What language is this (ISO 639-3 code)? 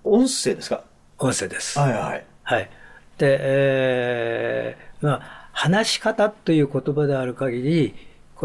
jpn